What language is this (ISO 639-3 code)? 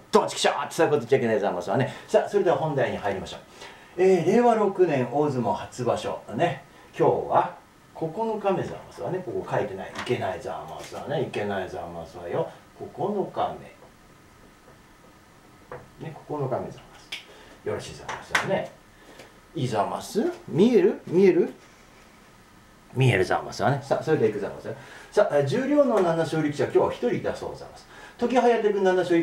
jpn